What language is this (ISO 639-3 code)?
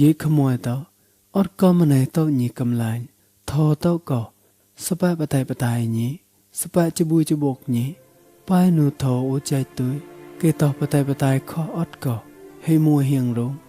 mnw